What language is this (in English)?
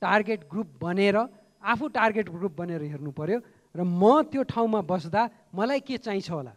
Nepali